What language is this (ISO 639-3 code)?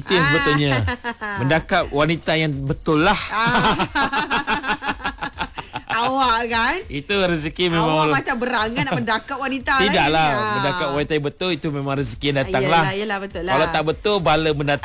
msa